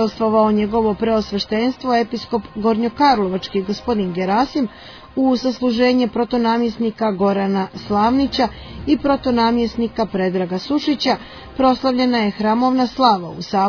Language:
Serbian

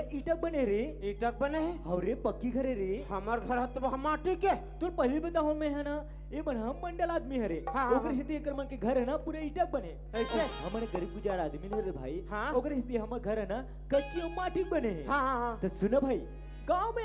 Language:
Chhattisgarhi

